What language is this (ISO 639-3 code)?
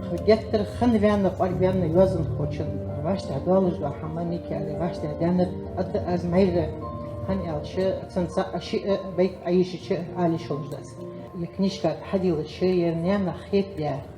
inh